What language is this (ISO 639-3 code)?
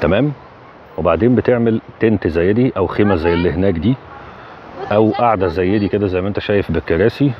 arz